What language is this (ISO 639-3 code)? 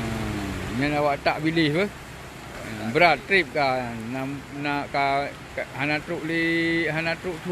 ace